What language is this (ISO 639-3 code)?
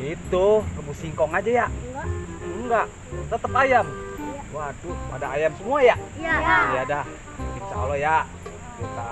bew